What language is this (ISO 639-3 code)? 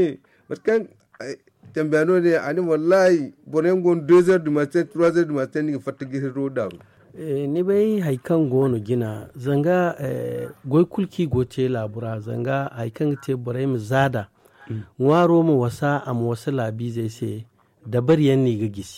dje